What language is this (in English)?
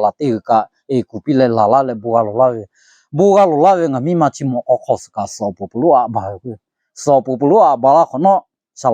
Lahu